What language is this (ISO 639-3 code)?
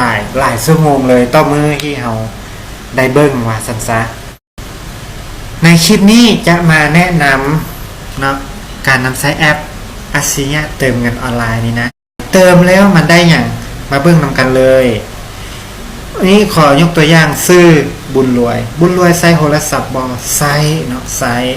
lao